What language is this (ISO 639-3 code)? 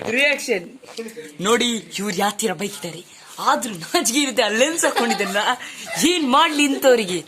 tcy